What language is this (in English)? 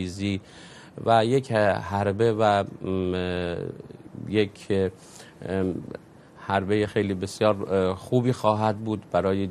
Persian